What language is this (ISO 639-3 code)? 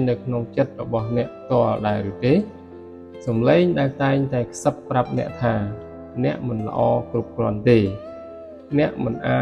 khm